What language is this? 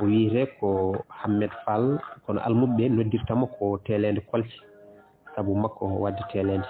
Fula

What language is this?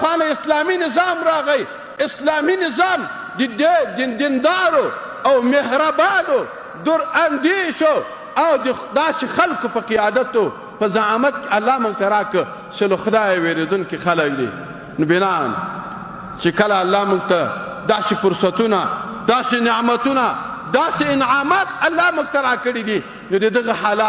Pashto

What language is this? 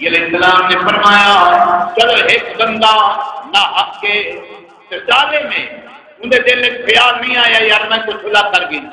Saraiki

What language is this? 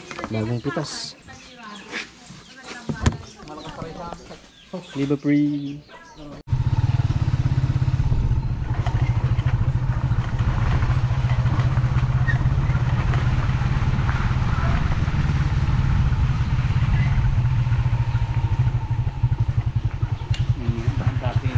Filipino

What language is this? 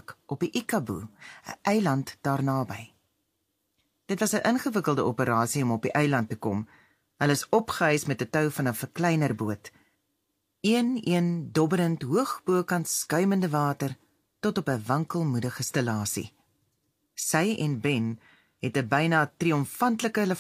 Afrikaans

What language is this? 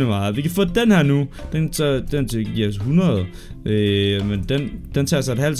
Danish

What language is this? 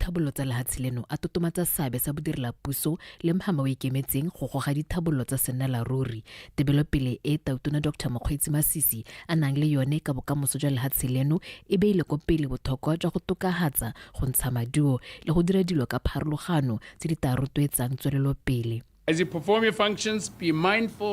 Tswana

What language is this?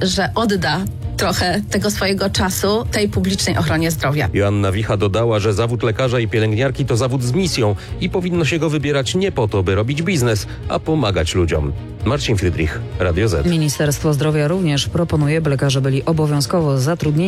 Polish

